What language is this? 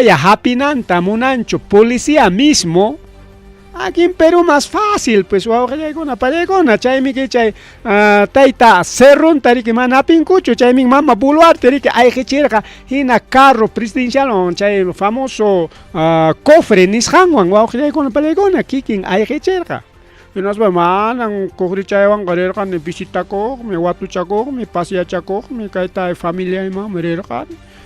Ayacucho Quechua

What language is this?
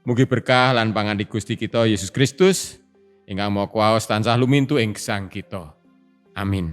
Javanese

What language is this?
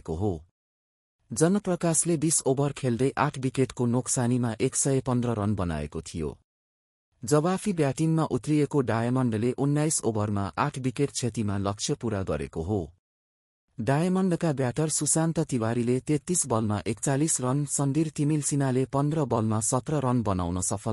Nepali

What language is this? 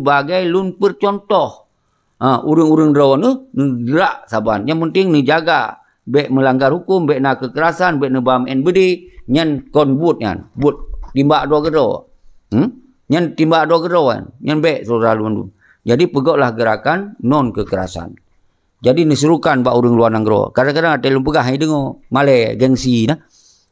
Achinese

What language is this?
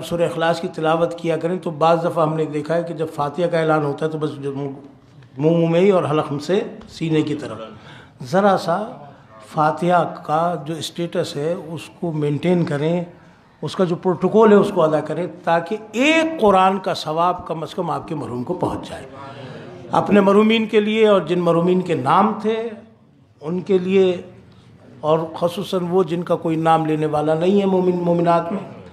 Urdu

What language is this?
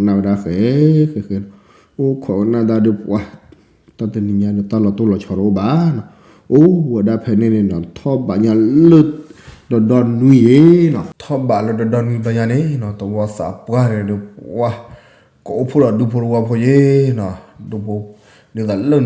S'gaw Karen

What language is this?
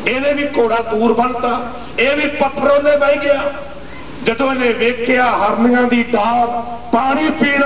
Punjabi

